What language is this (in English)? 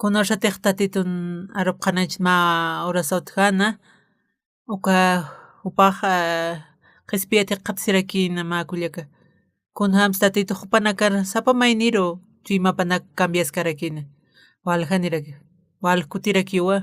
Aymara